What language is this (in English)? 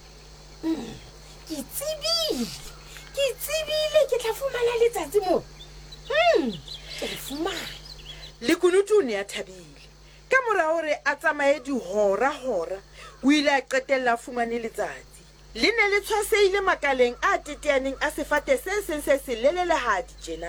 Southern Sotho